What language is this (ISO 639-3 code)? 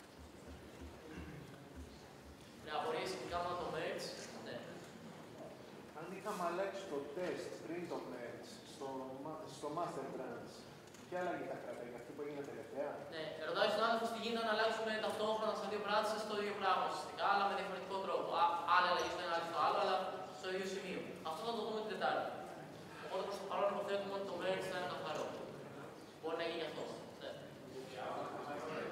ell